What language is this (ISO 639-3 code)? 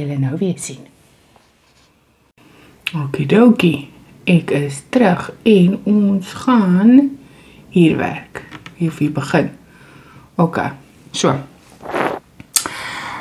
afr